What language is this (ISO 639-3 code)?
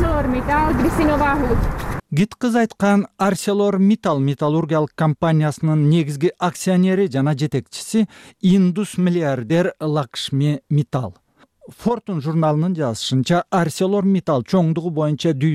kir